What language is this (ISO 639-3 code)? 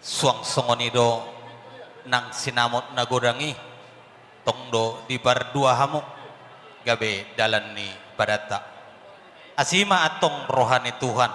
bbc